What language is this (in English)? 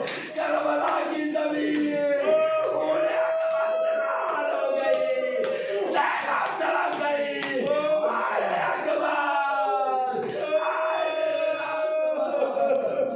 Hindi